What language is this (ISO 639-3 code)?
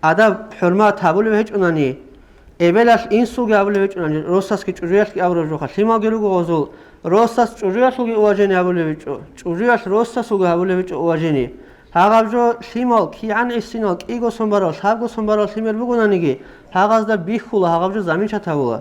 ava